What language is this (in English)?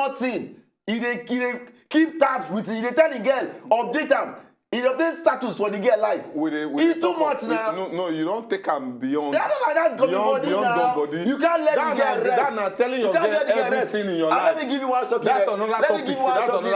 Nigerian Pidgin